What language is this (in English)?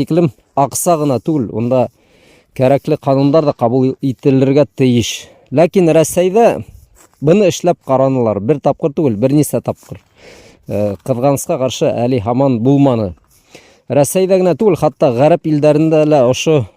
Bashkir